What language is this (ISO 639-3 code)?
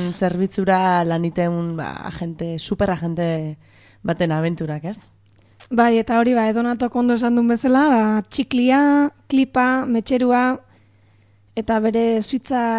eus